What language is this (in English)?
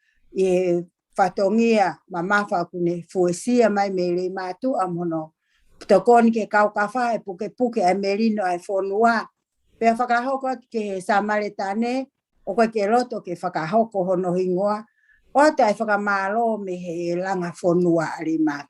Tongan